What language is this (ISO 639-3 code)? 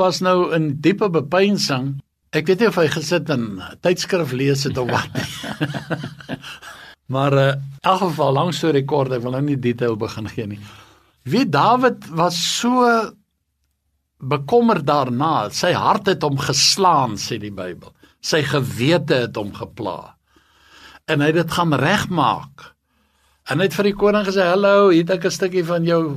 afr